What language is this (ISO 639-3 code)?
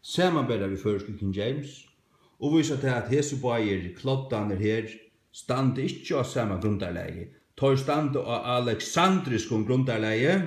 fao